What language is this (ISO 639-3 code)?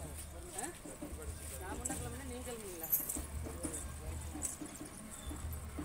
tam